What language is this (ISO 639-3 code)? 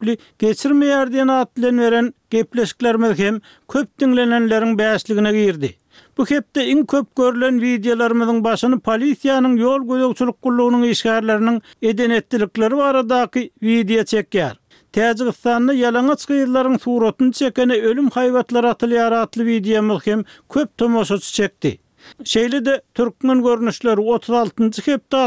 tuk